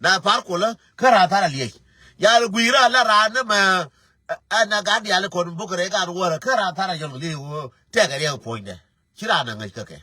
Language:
Nuer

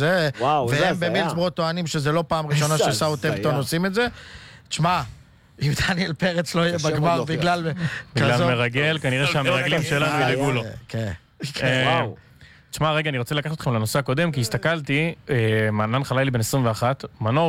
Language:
Hebrew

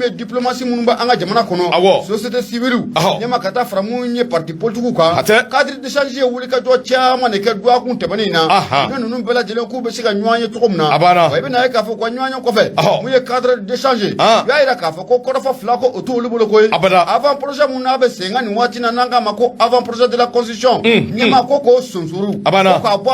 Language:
Bambara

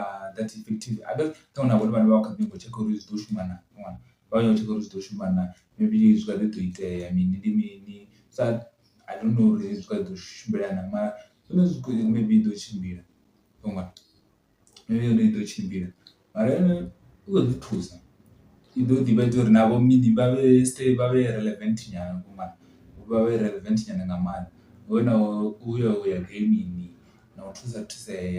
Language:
Venda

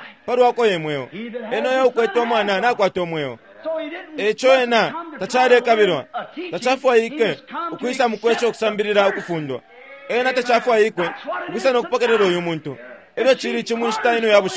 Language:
Bemba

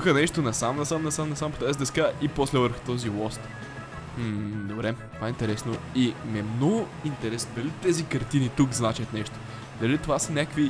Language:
Bulgarian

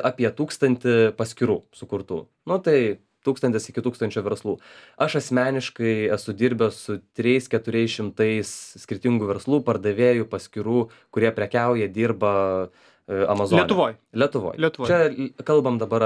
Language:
Lithuanian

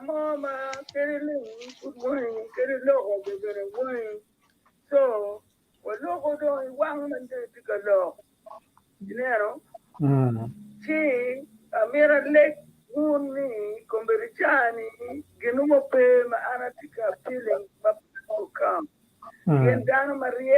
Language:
Acoli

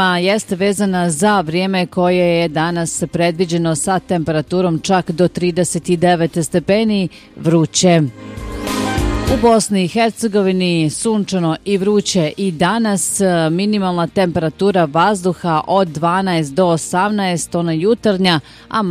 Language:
Bosnian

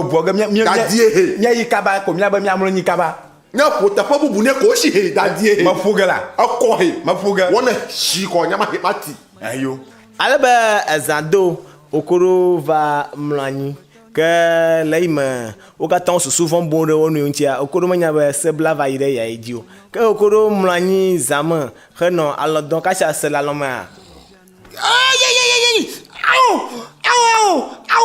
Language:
Ewe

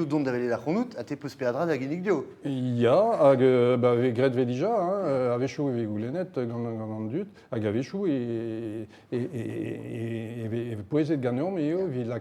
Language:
Breton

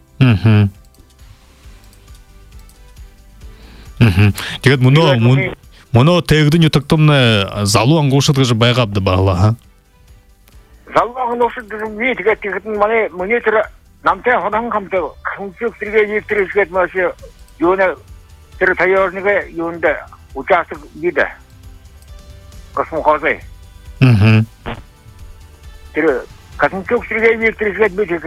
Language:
Buriat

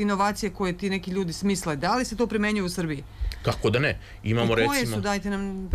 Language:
Serbian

